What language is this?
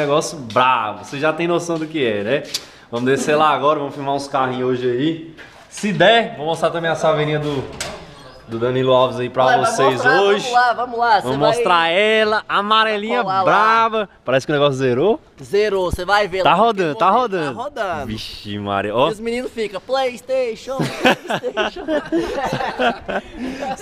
Portuguese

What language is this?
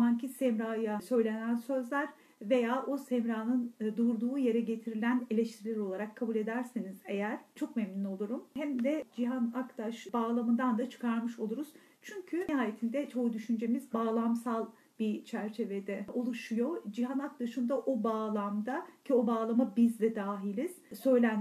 Turkish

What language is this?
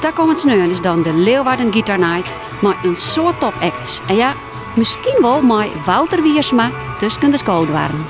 Western Frisian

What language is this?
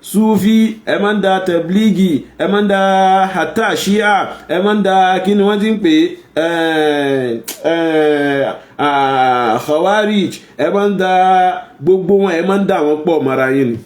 Yoruba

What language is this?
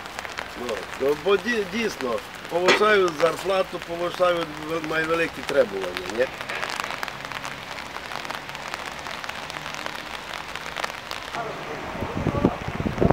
Ukrainian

